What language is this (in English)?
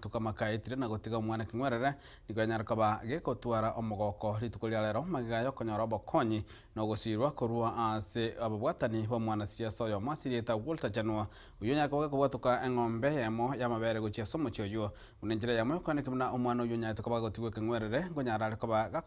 Gusii